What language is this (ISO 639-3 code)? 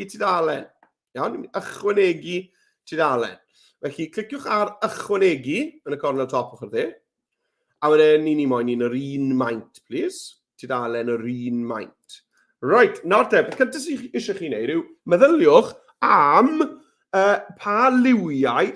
cym